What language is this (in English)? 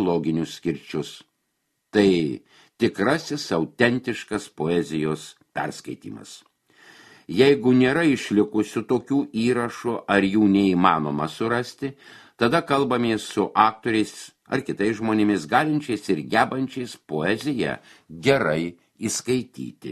Lithuanian